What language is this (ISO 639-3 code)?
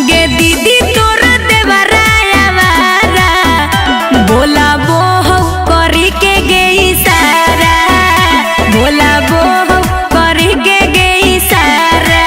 mag